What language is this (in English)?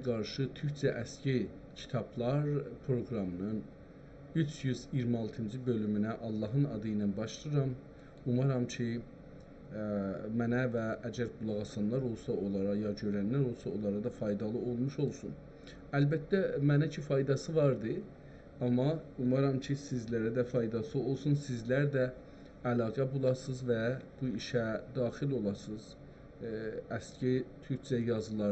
South Azerbaijani